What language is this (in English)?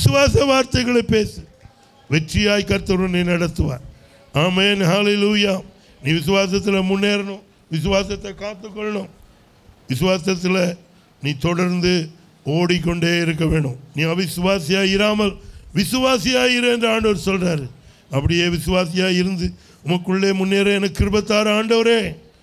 Tamil